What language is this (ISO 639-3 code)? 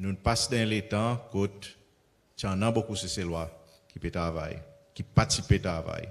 crs